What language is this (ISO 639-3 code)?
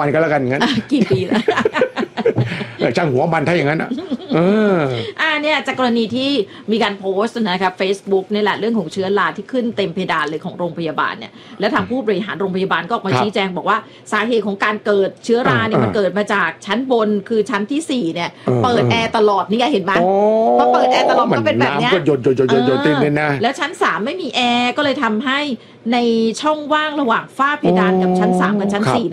tha